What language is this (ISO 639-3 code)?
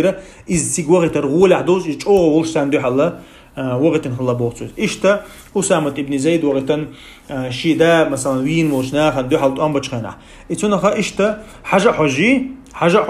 che